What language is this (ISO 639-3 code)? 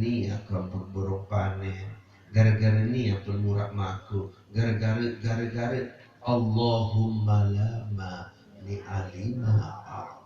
sas